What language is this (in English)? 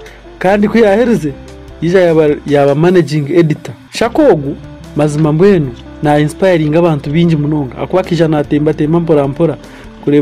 Nyankole